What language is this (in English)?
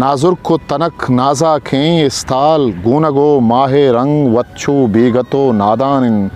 Eastern Balochi